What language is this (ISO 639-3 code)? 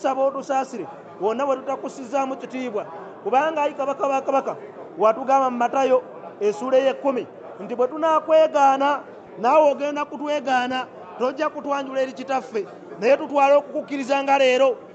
lug